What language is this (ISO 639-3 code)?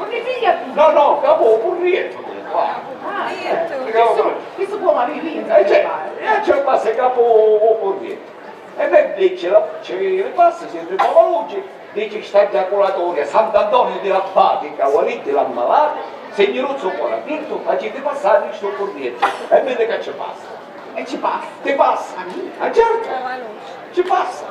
scn